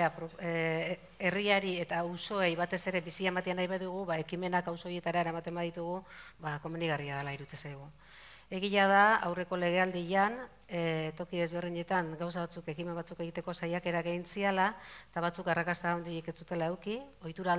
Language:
Basque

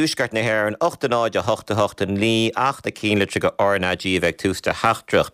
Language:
Irish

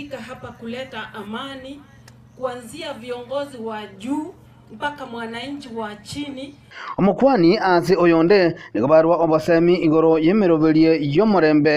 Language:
Gusii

